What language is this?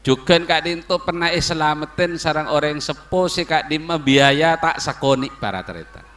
Madurese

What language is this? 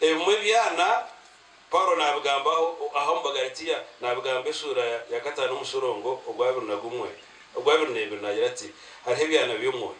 Nyankole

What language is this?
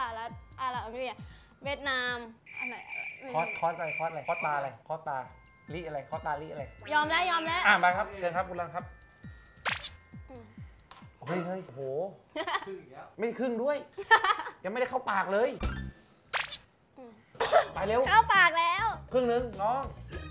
Thai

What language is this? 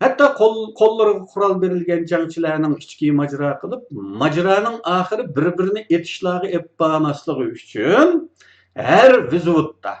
Uyghur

